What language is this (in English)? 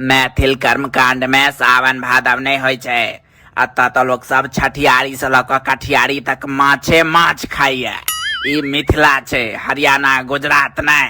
Maithili